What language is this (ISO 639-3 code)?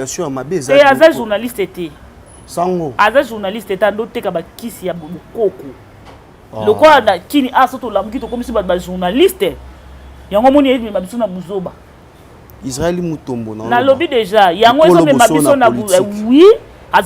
lin